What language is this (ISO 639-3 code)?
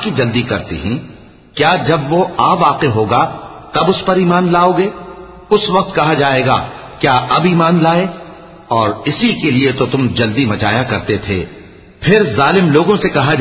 urd